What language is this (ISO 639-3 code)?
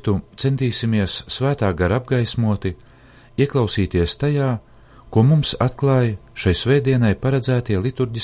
lav